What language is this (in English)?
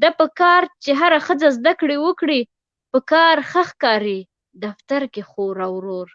Pashto